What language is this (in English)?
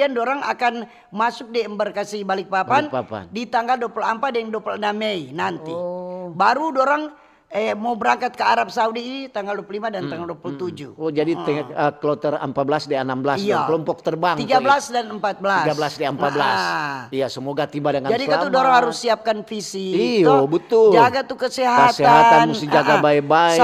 Manado Malay